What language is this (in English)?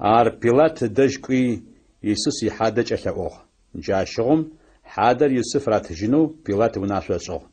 Adyghe